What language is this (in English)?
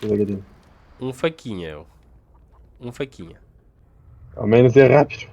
Kabuverdianu